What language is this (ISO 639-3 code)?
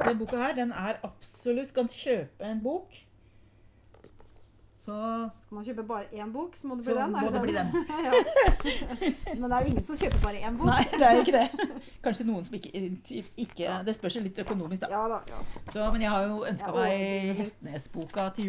nor